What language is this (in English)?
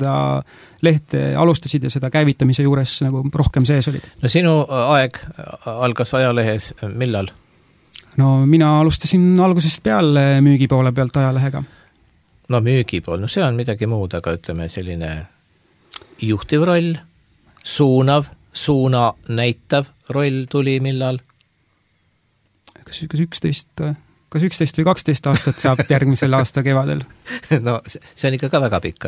Estonian